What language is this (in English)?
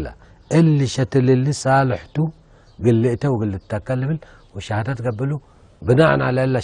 Tigre